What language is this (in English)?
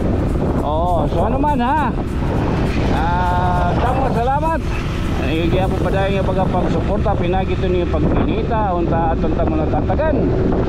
Waray